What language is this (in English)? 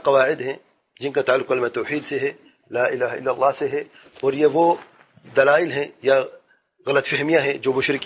Urdu